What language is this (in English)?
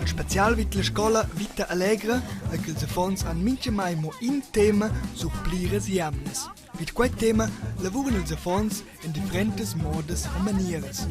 Romansh